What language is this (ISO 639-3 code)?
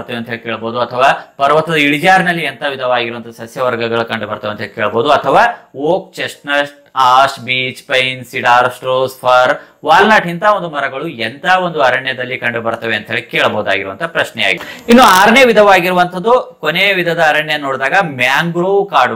kan